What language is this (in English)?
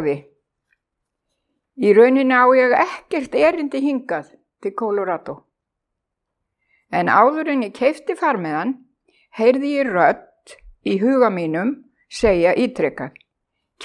Icelandic